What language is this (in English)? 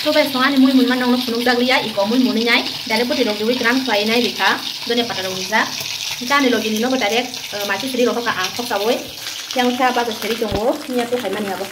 Kok Borok